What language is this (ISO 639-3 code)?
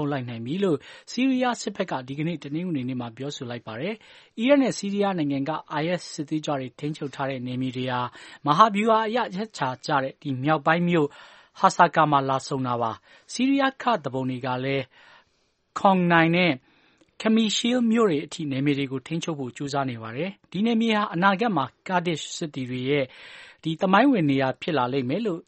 mya